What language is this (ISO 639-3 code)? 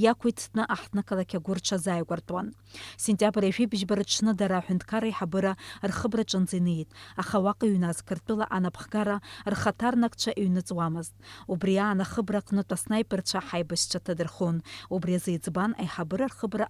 abk